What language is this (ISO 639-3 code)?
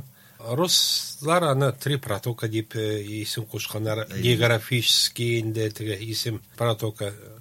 tat